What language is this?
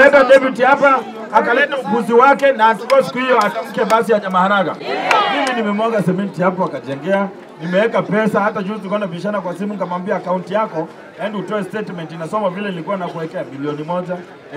Swahili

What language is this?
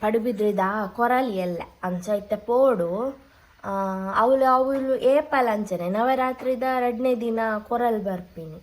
Tulu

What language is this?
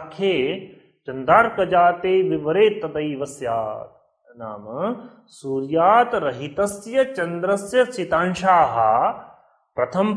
Sanskrit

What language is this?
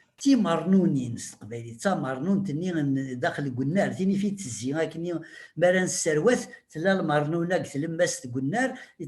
Kabyle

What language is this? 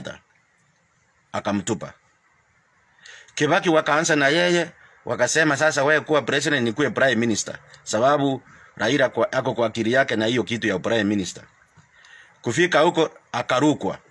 Swahili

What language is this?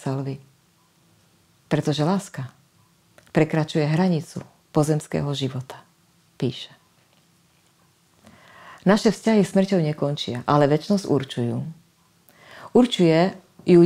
Slovak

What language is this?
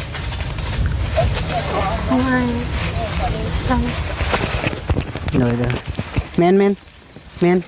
Lao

